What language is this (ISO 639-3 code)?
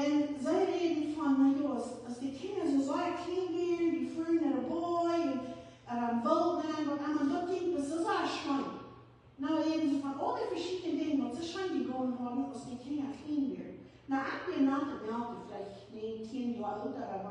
pdt